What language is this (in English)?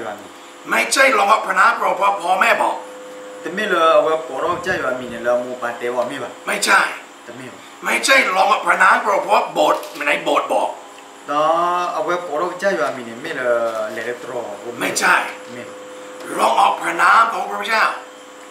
Thai